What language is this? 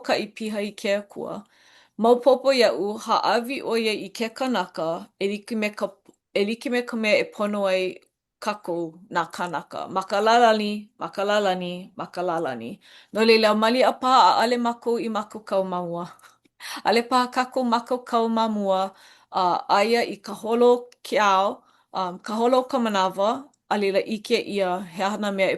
Hawaiian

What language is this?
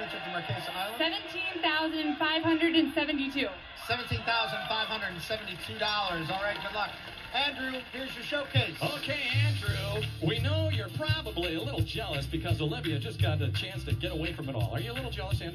English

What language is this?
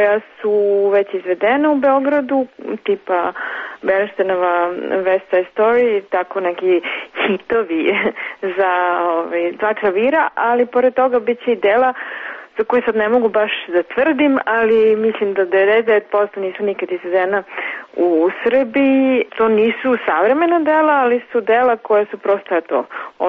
Serbian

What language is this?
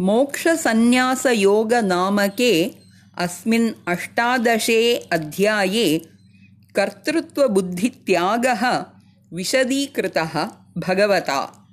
Sanskrit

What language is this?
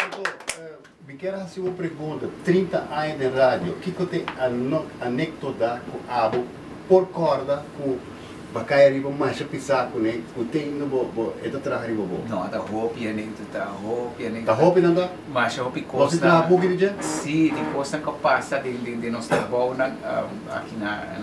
Papiamento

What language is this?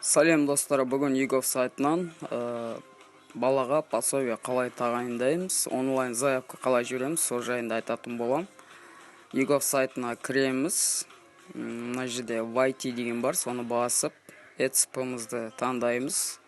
Kazakh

